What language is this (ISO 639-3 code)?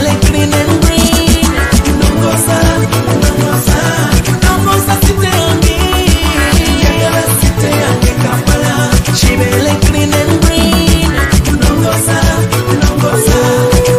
lug